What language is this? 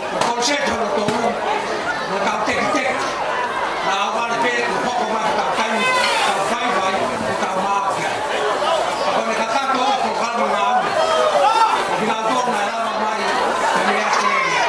Tongan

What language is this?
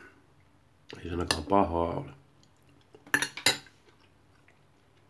Finnish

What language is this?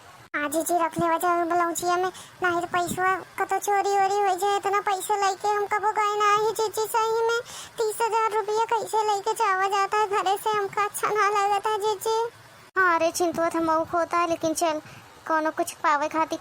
Awadhi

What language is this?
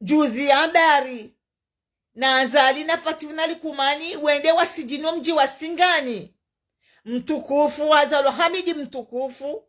Ngazidja Comorian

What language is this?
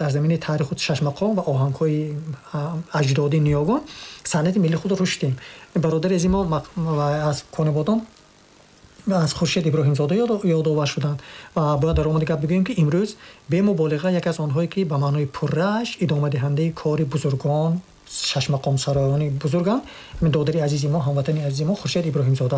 Tajik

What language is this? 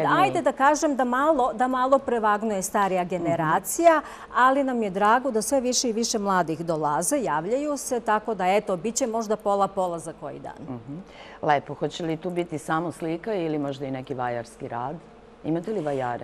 Serbian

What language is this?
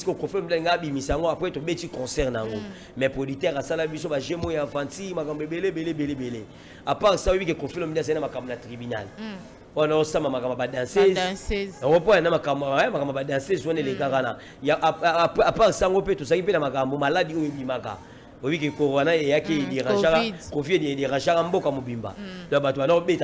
Lingala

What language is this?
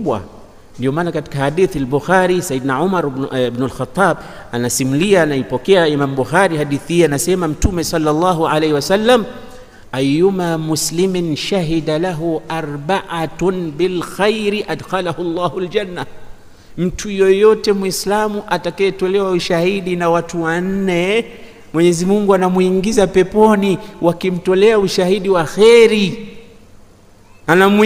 Swahili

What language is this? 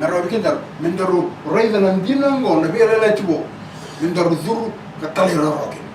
Fijian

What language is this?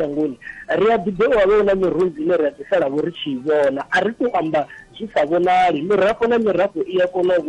Venda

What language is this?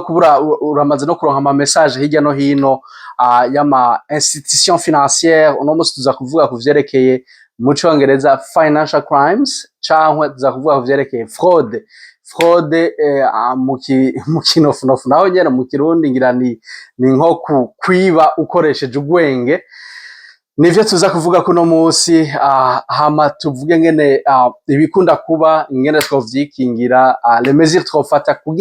Rundi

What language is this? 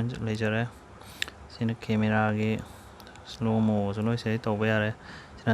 Manipuri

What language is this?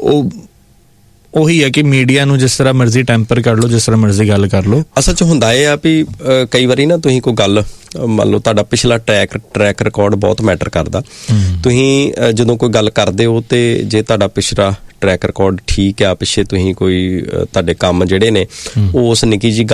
Punjabi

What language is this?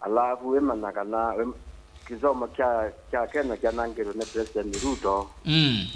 Kamba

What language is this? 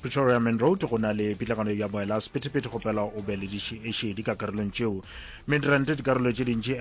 Northern Sotho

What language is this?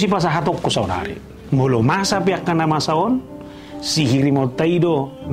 Batak Toba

